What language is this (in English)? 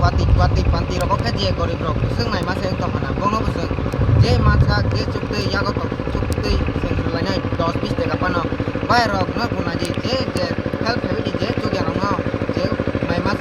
Kok Borok